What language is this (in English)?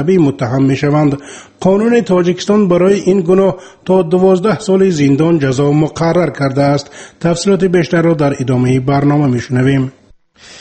Persian